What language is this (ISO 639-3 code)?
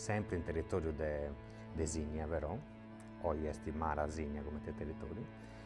srd